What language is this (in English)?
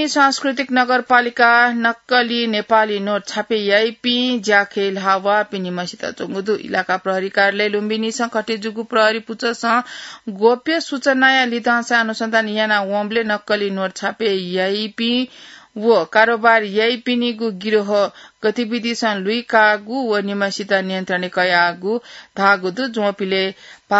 Newari